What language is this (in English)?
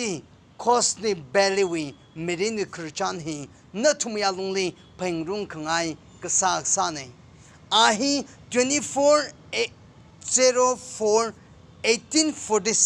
Tangkhul Naga (India)